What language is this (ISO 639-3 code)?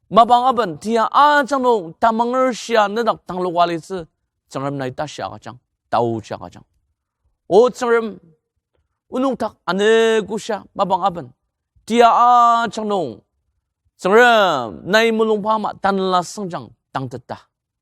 njo